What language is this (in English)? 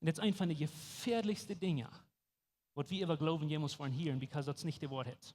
Plautdietsch